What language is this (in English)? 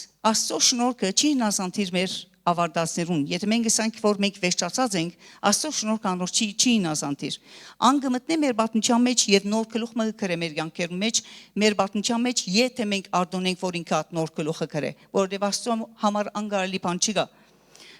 Western Armenian